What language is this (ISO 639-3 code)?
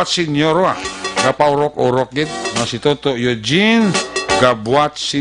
hil